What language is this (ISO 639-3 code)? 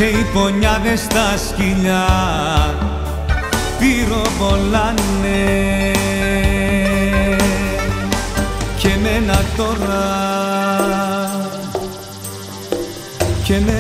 ell